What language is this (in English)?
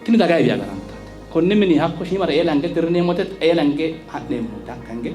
Sidamo